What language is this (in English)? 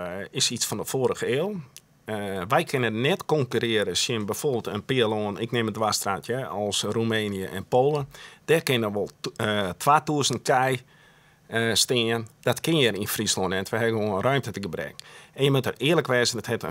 Western Frisian